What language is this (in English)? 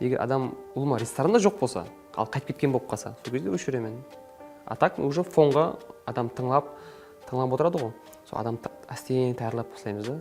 Kara-Kalpak